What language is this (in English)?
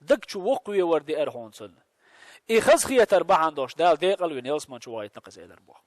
Chechen